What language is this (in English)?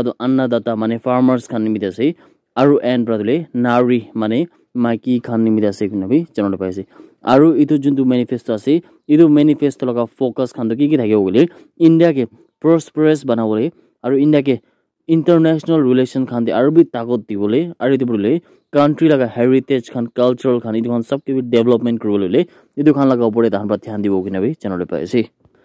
Naga Pidgin